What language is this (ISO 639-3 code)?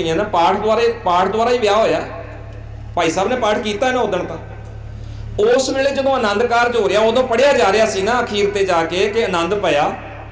pan